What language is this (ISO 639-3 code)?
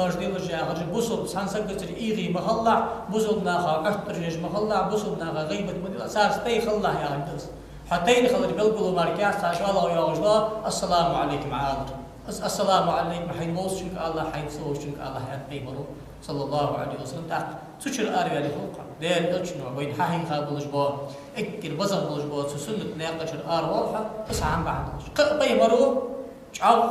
inh